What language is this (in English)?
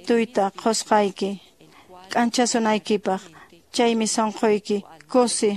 Quechua